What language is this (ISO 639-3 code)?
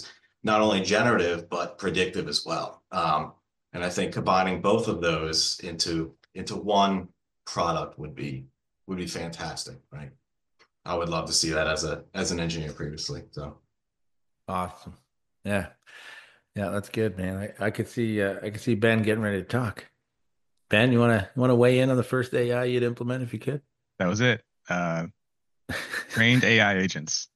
eng